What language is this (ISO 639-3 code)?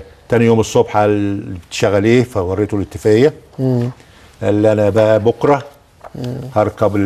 arz